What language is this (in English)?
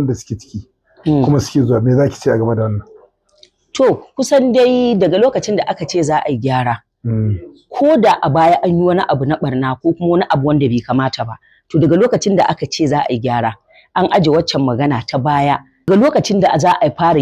Hausa